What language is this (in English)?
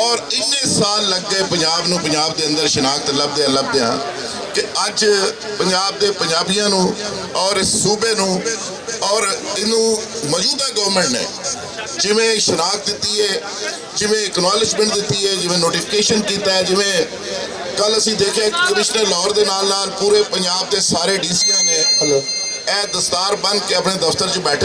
Western Panjabi